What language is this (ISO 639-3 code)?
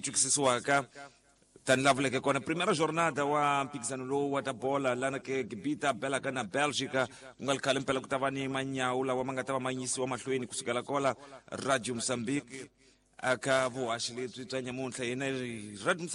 tso